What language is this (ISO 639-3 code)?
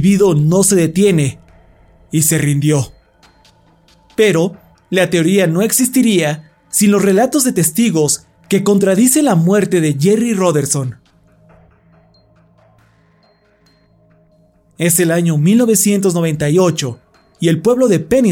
spa